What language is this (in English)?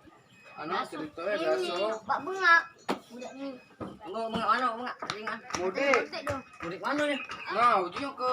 Musi